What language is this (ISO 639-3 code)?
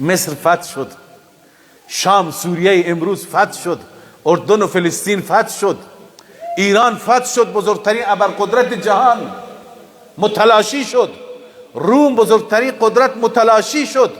fas